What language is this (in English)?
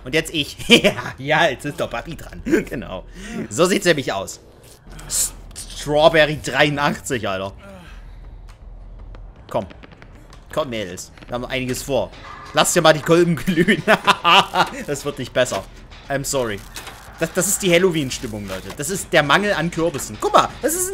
German